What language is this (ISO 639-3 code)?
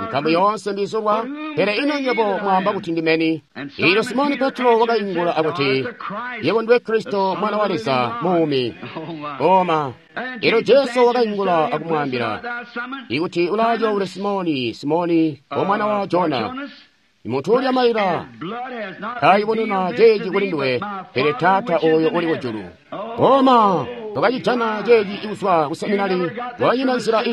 toi